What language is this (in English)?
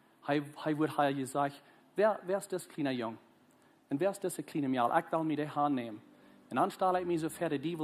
Plautdietsch